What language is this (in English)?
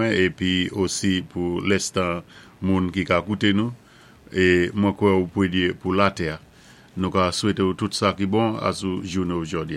Saint Lucian Creole French